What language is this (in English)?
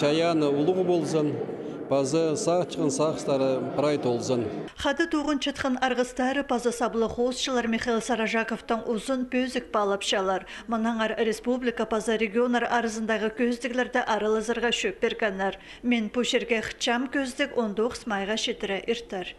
Khakas